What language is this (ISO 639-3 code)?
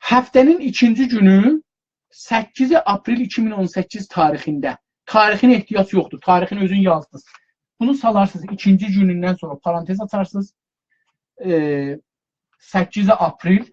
azb